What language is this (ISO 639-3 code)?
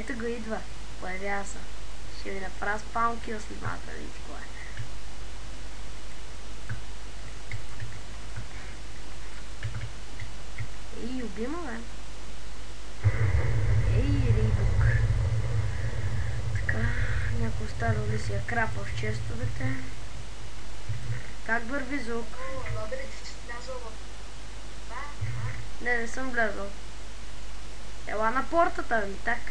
bul